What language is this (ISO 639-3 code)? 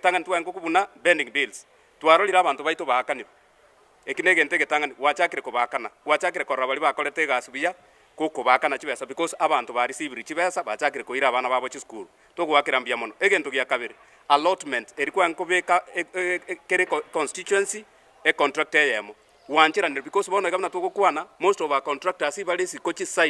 guz